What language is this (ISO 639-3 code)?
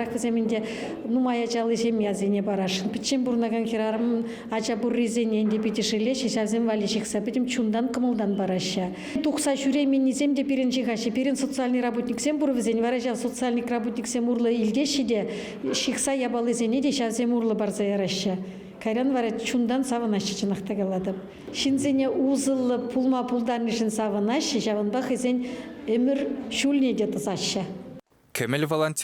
chv